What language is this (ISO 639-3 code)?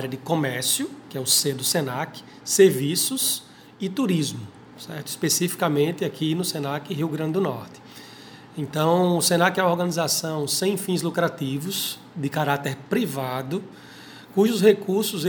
por